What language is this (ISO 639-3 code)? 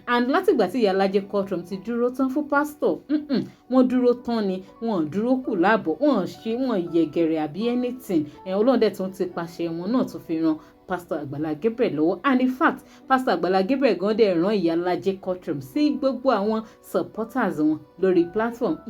yor